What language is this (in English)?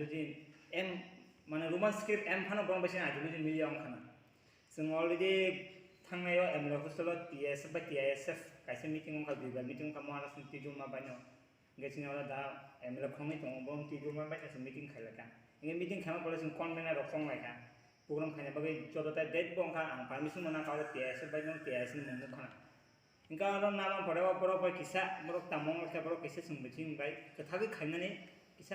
Kok Borok